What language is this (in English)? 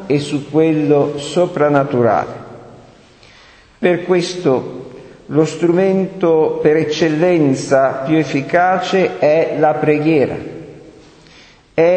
Italian